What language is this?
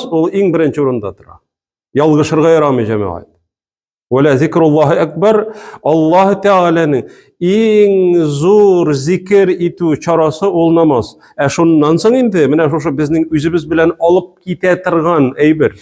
Tatar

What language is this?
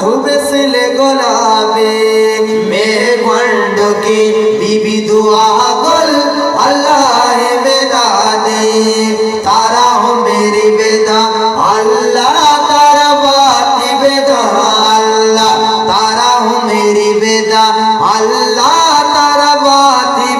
Eastern Balochi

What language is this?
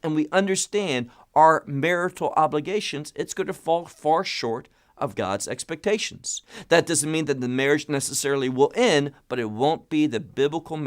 English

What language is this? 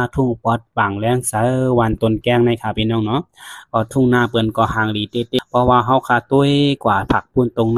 Shan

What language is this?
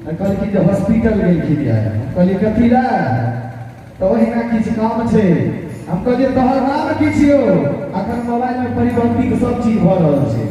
Maithili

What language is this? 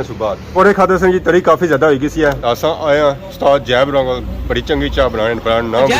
Pahari-Potwari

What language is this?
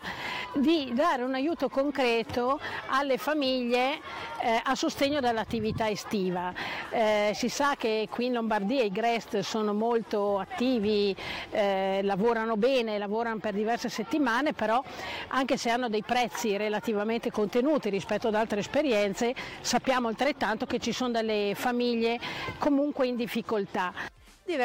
Italian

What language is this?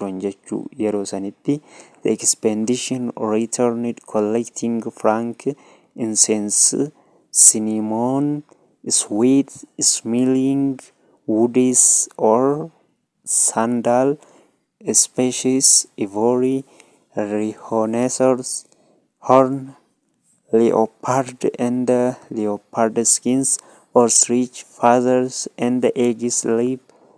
Oromo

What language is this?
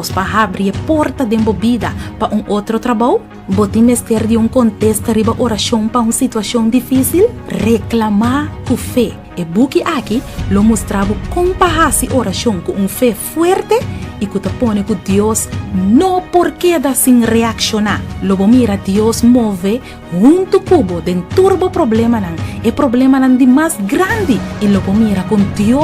Papiamento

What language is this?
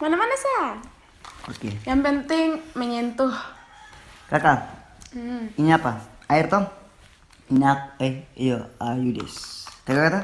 Ambonese Malay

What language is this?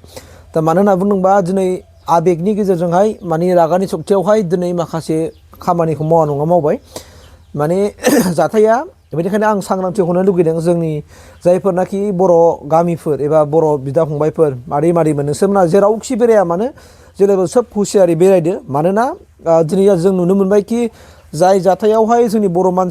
Bodo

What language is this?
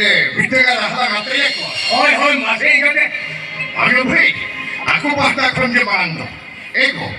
Santali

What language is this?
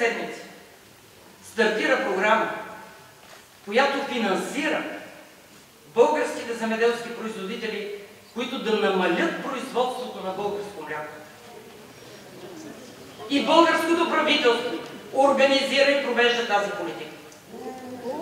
Bulgarian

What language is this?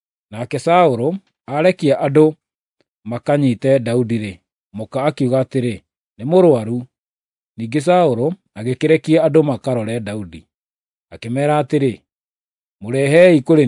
Kikuyu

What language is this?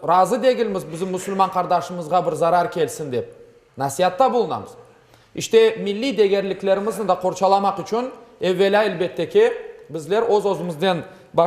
Crimean Tatar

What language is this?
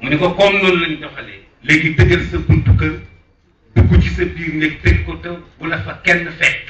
Wolof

